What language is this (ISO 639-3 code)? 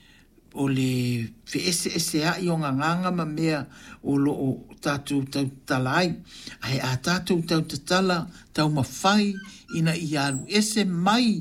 smo